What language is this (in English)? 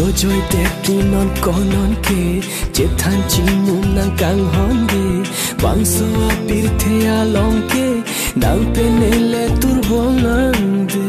Karbi